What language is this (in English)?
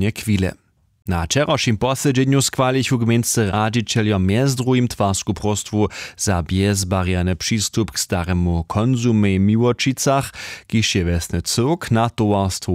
Upper Sorbian